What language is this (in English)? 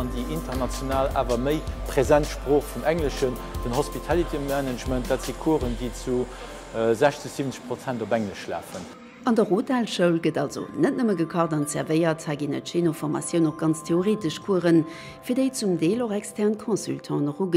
Luxembourgish